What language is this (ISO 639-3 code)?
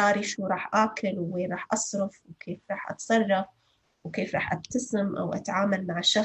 apc